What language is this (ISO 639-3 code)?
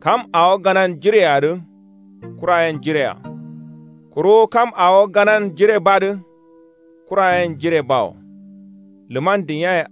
kau